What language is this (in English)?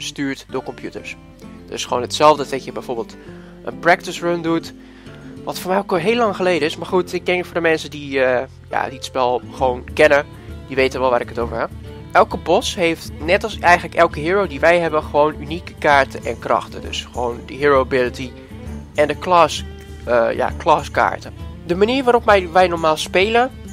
Dutch